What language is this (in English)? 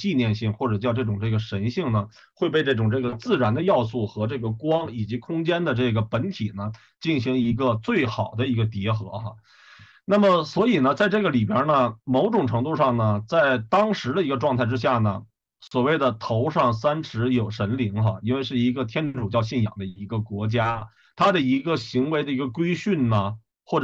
Chinese